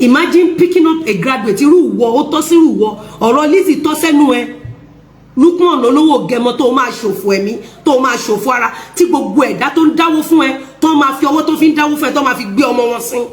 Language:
Yoruba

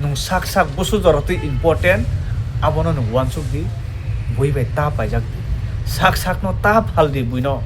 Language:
Kok Borok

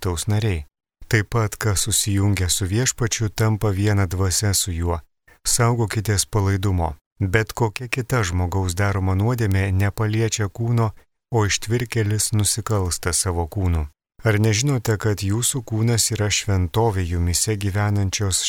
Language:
Lithuanian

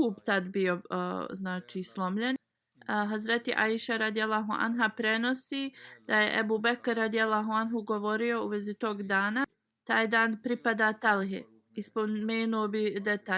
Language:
Bosnian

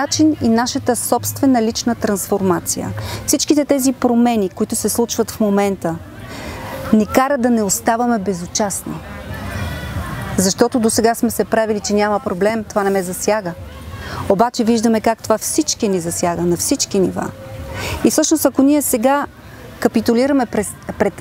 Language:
Bulgarian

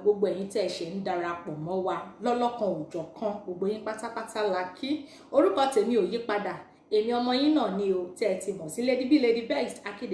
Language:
Yoruba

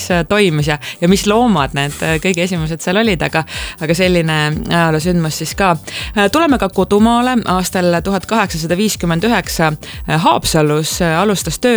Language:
Estonian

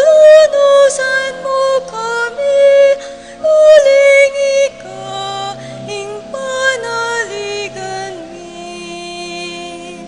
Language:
Pampanga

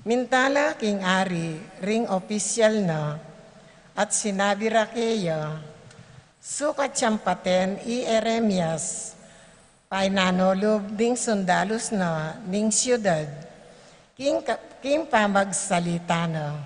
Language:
Pampanga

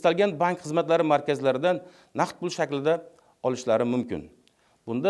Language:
Uzbek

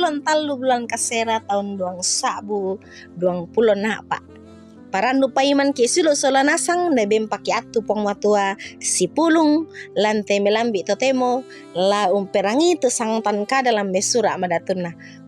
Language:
Toraja-Sa'dan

